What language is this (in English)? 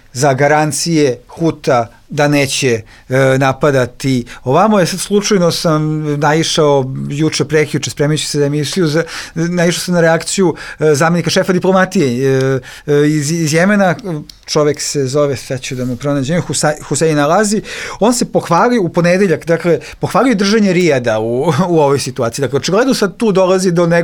Bosnian